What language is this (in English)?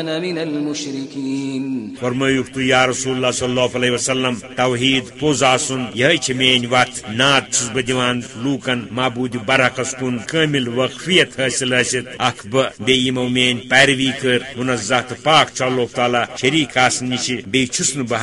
Kashmiri